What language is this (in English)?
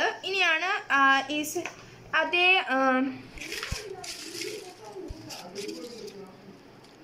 Malayalam